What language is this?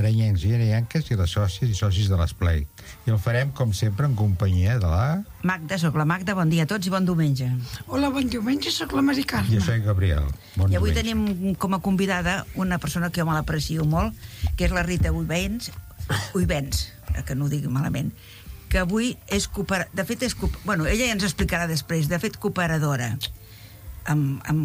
Catalan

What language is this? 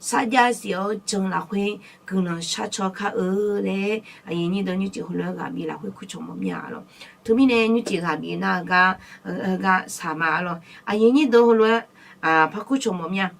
Akha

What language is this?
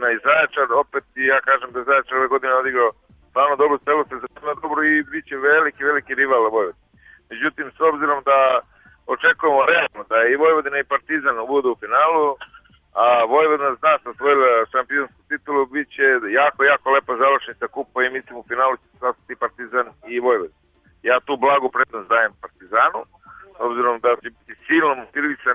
Serbian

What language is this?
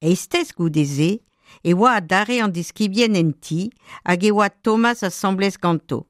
Breton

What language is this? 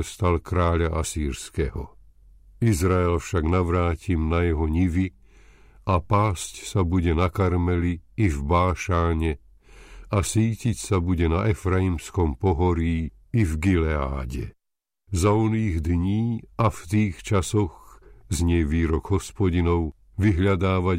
Slovak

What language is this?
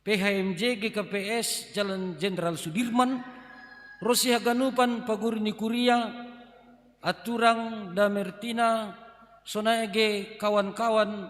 Batak Simalungun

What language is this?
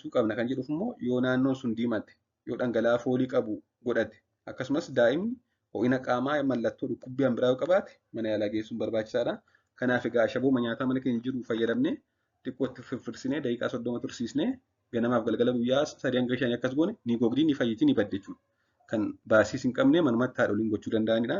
Oromo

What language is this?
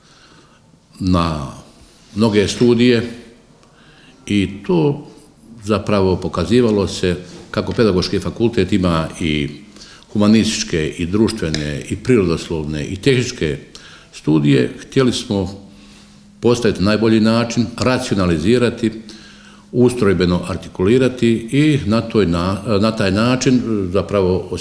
Croatian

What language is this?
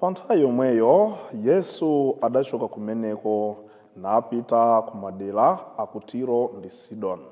Nyanja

